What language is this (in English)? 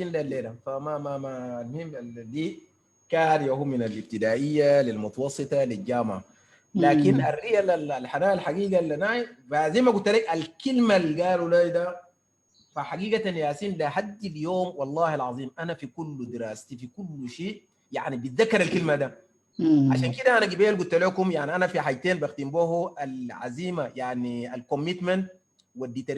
Sudanese Arabic